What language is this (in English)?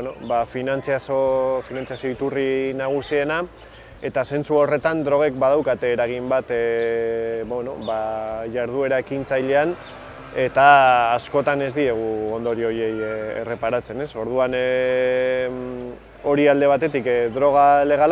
Basque